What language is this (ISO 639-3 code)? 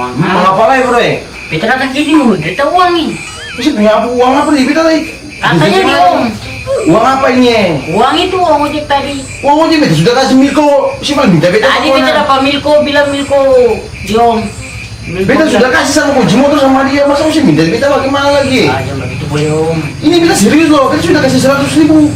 abs